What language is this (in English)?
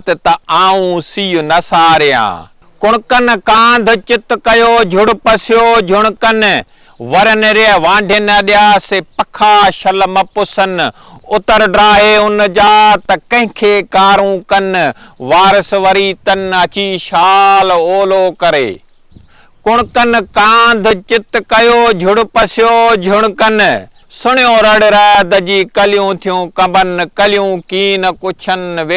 Sindhi